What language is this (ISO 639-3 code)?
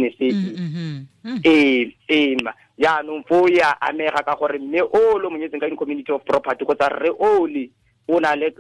tsn